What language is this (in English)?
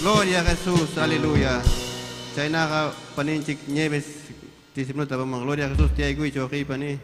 Ayacucho Quechua